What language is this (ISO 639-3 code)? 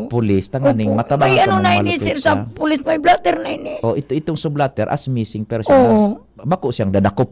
bik